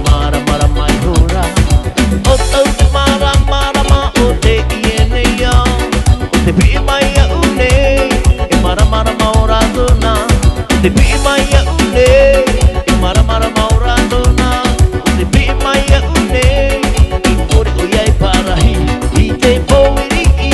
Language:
Tahitian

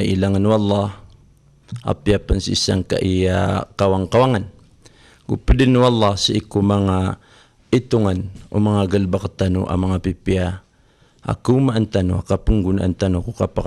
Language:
Maranao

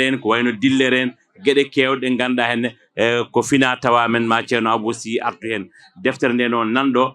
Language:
Fula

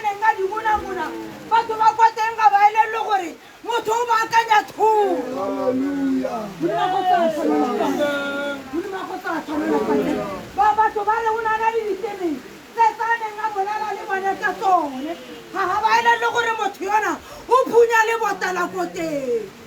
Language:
Tswana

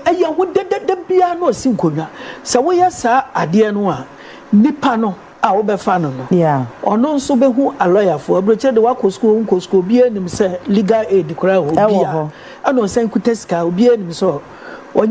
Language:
Akan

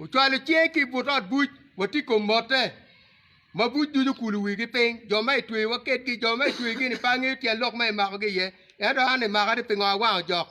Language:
Acoli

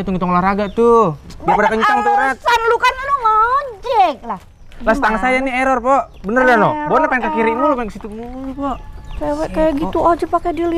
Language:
Betawi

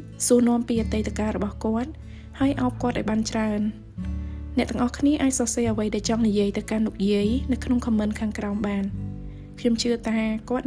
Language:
Khmer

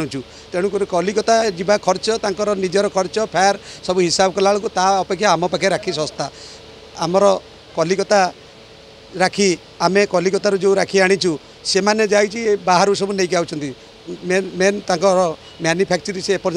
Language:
Odia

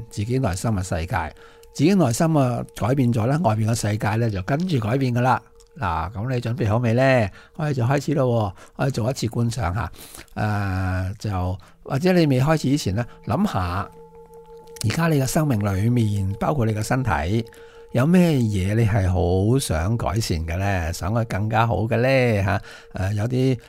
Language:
Cantonese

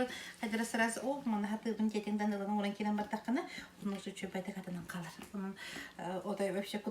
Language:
Yakut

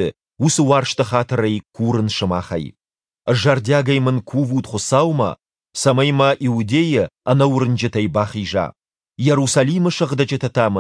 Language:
Ossetic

